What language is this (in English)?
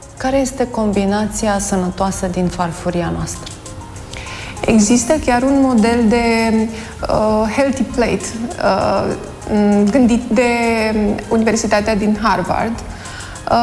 Romanian